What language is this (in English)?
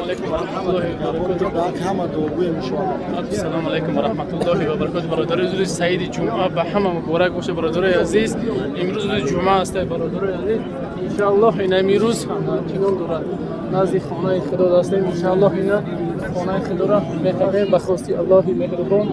Tajik